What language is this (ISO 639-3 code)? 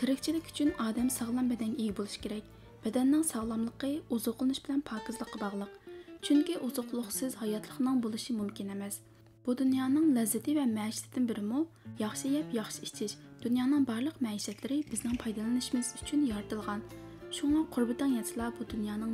uig